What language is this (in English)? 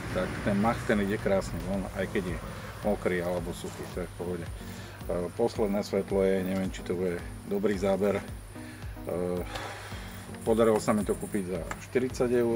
Slovak